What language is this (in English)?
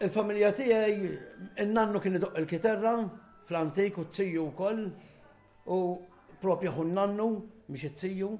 Maltese